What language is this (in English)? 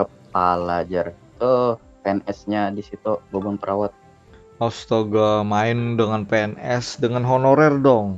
Banjar